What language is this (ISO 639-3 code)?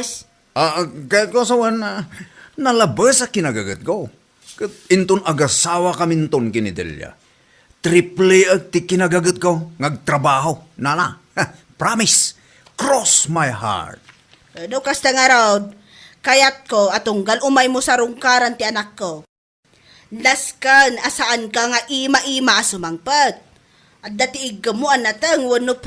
ilo